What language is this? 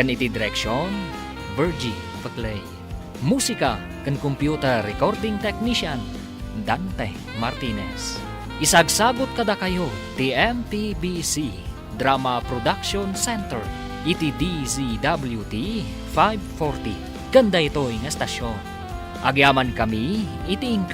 Iloko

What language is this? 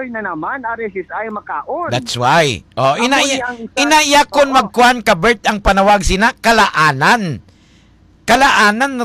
Hiligaynon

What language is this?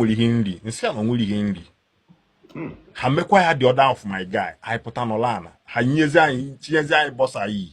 Igbo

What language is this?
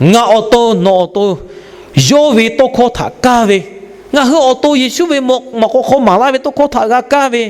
Lahu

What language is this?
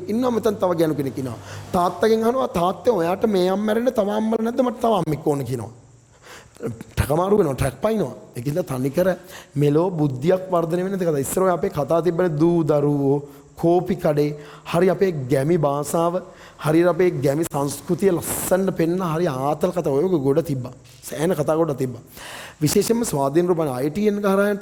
Sinhala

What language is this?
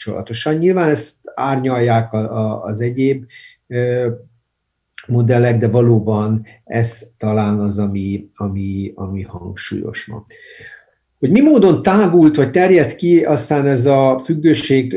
Hungarian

